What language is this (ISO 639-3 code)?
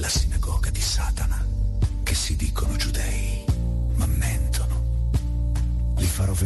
ita